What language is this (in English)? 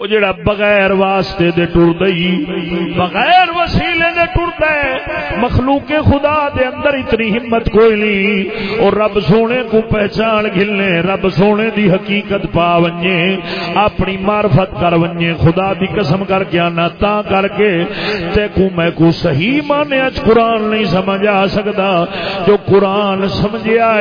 Saraiki